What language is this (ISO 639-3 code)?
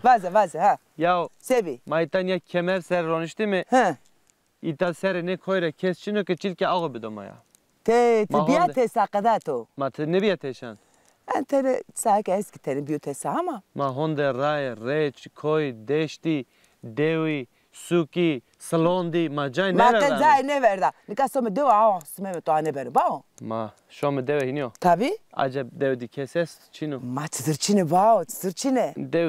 zza